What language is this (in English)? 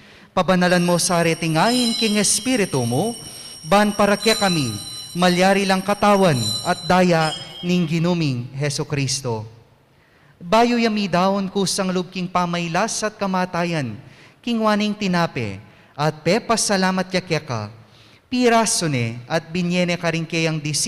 Pampanga